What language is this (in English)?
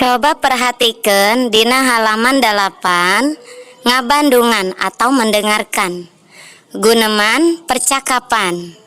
Sundanese